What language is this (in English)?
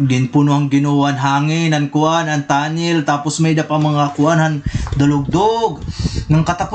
Waray